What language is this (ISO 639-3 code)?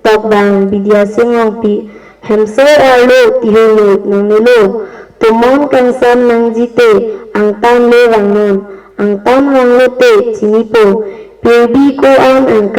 mjw